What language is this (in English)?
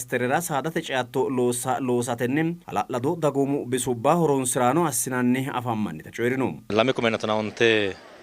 Sidamo